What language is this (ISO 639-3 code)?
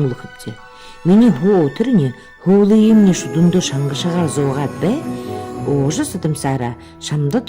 bua